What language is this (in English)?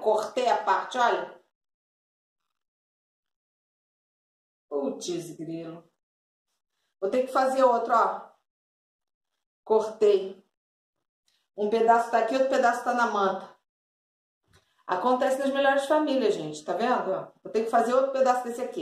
Portuguese